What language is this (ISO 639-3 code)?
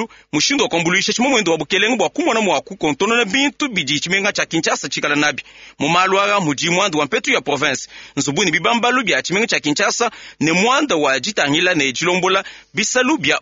lua